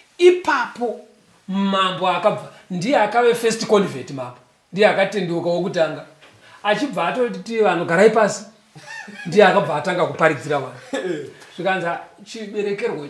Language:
Shona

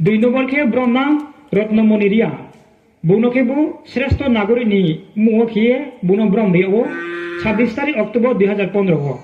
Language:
Riang (India)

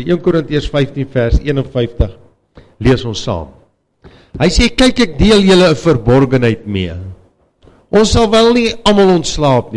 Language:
Afrikaans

